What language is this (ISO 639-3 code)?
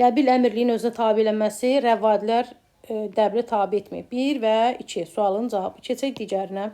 aze